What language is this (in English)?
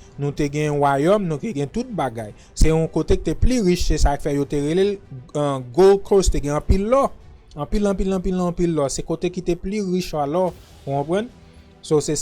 Haitian Creole